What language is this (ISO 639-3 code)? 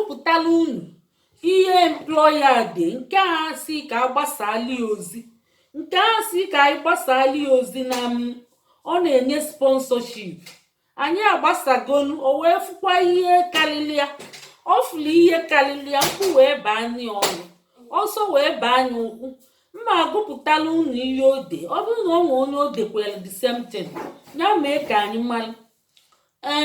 ibo